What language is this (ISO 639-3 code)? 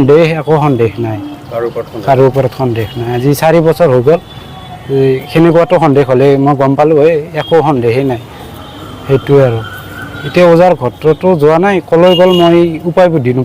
asm